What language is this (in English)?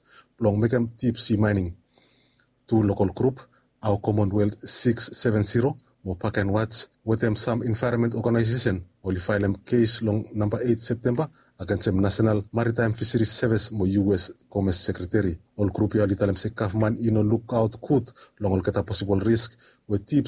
Bislama